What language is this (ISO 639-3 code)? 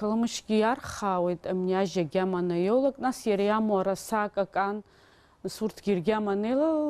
abk